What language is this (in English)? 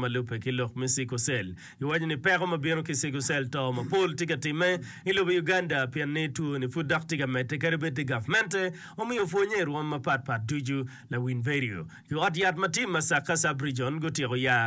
Acoli